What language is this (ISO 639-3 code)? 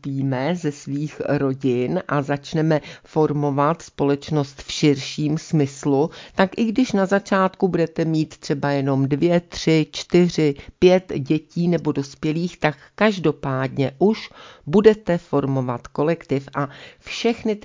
ces